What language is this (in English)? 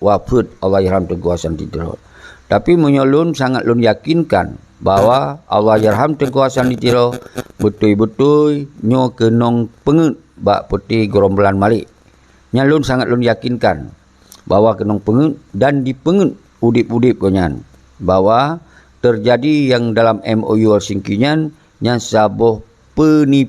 Achinese